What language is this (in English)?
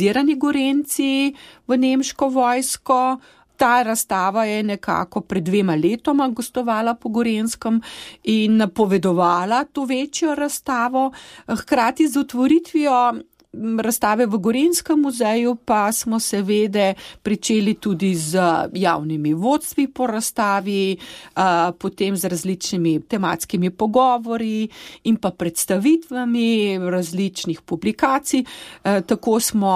Slovenian